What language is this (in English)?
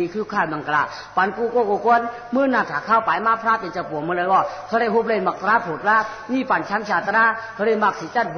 Shan